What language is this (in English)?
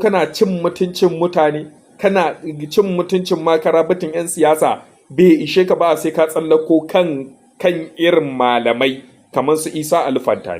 Hausa